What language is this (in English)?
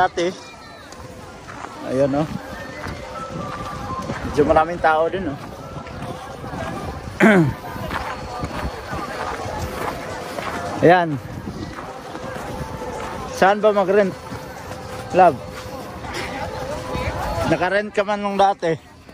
Filipino